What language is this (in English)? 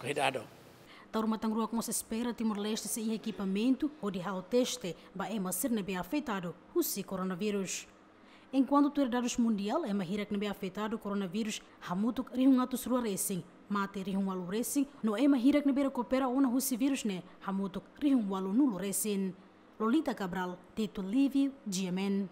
Tetum